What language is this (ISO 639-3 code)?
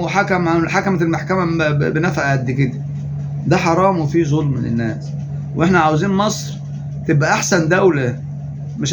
arz